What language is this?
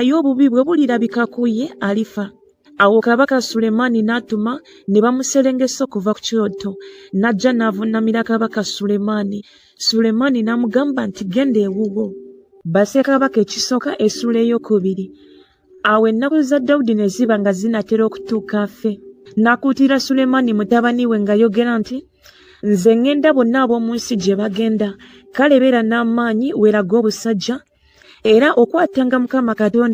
Ganda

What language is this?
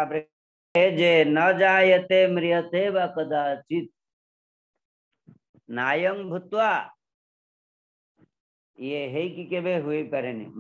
Odia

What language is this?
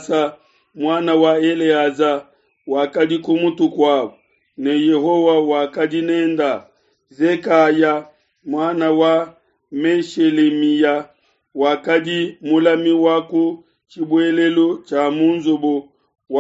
Luba-Lulua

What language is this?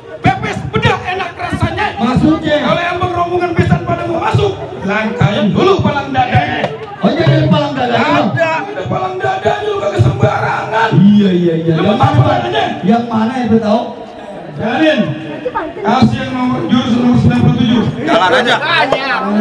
Betawi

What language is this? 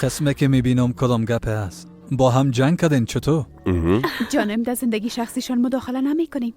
Persian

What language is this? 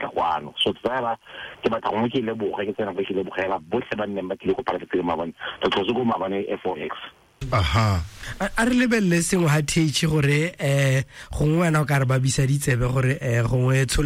Tswana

